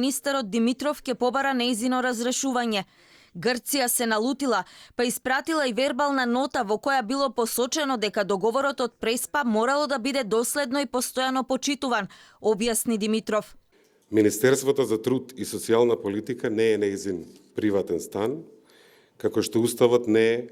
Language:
Macedonian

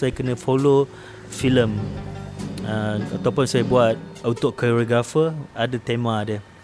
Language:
Malay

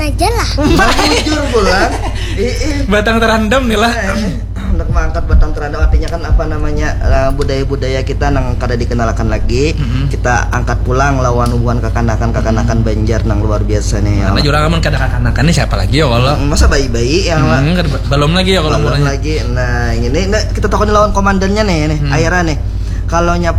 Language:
Banjar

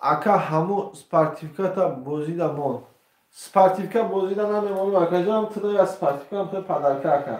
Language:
Tajik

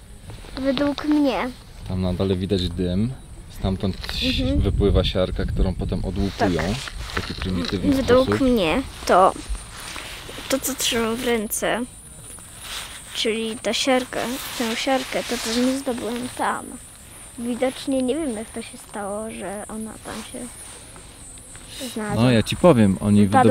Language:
Polish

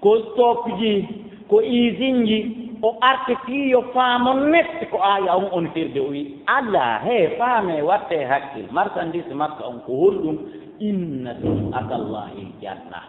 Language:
Fula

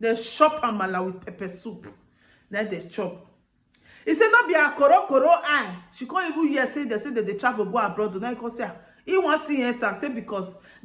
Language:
Nigerian Pidgin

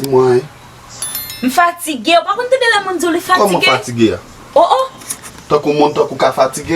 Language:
Haitian Creole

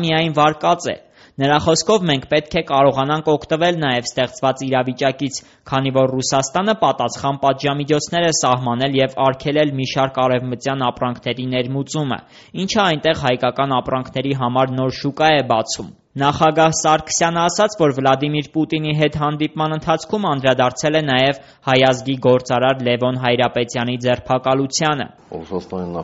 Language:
Armenian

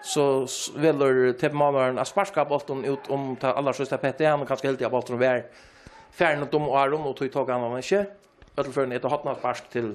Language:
Faroese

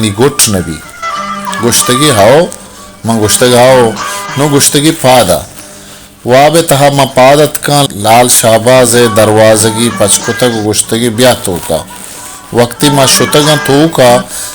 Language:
Baluchi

